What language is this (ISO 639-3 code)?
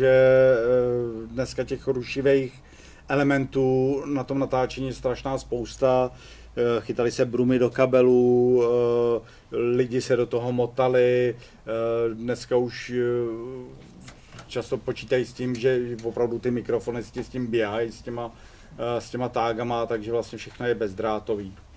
ces